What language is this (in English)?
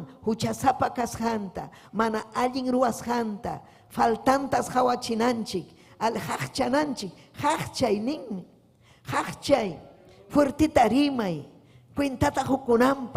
Ayacucho Quechua